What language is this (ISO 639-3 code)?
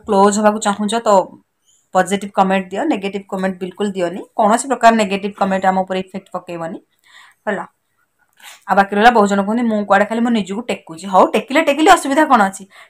ori